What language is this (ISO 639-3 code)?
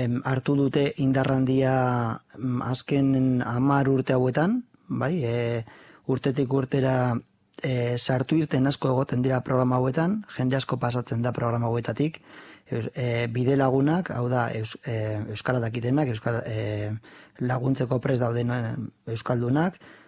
eus